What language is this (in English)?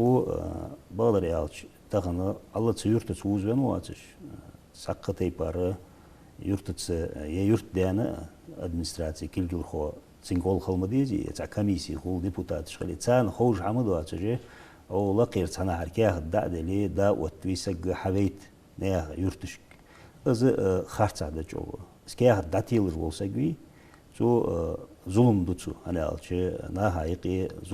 Ingush